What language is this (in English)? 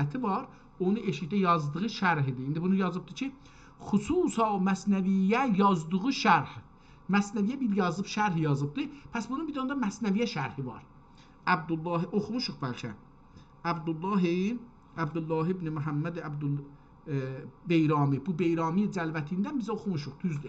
South Azerbaijani